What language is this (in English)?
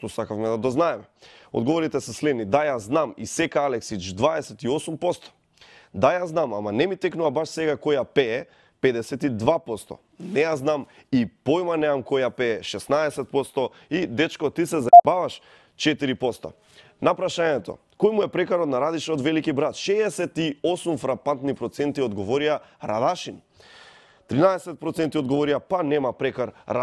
Macedonian